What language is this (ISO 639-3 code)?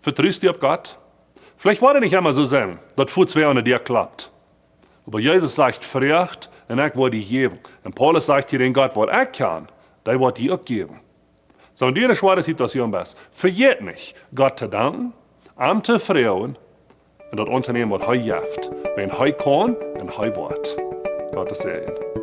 pdt